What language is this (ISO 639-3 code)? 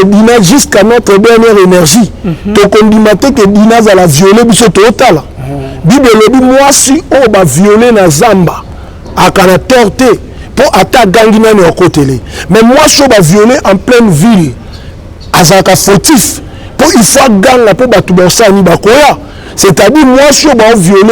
lin